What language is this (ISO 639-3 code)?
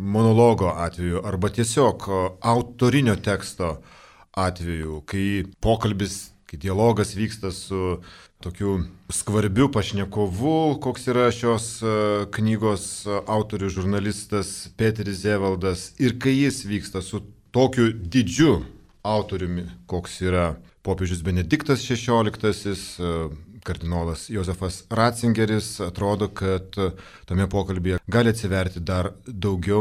lit